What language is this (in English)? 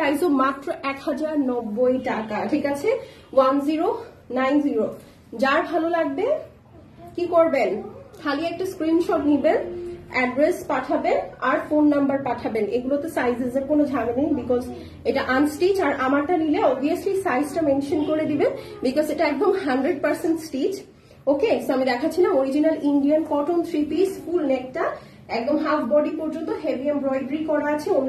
Bangla